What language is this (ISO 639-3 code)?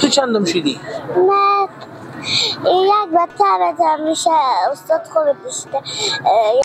fas